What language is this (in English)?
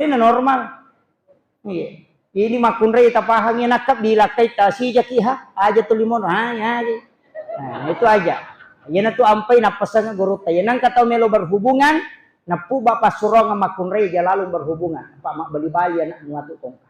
Buginese